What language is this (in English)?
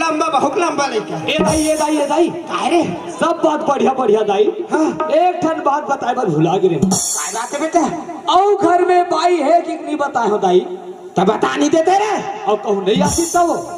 Chhattisgarhi